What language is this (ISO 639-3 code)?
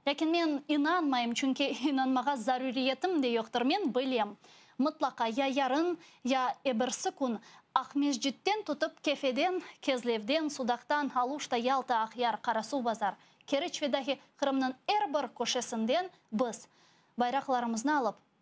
crh